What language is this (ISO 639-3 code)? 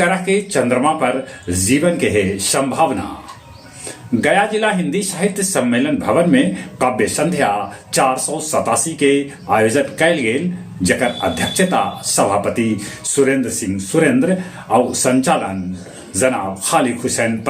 mag